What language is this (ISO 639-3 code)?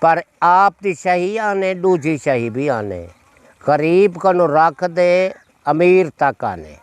skr